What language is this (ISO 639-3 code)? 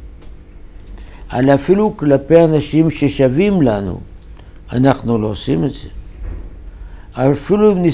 heb